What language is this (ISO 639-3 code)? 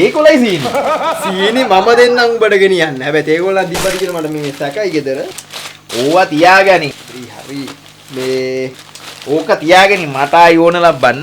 sin